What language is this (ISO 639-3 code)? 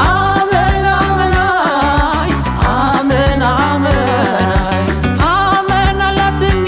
tir